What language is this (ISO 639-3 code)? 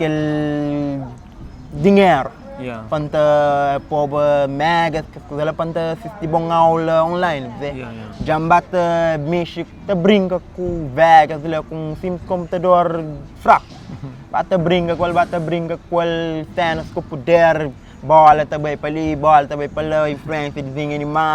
kea